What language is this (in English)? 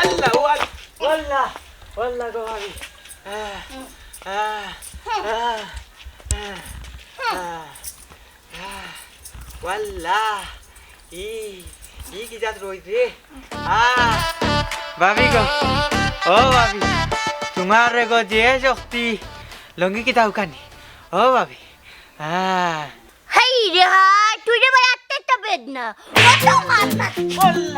Sylheti